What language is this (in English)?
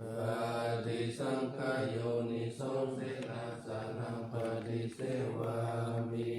Pali